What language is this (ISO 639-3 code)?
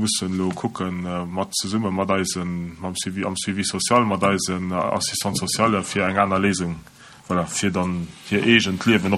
ltz